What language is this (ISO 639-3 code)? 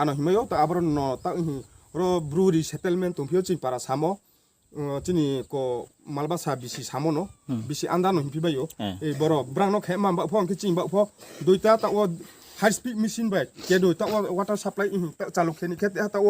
ria